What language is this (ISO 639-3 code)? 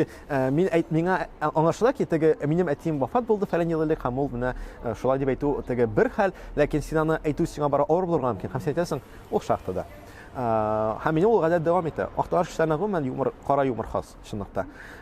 tat